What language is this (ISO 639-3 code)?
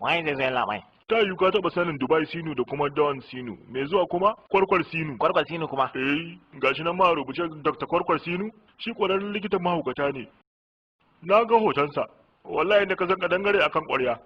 hau